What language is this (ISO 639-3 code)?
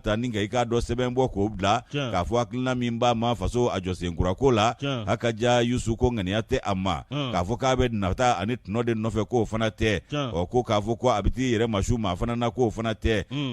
bam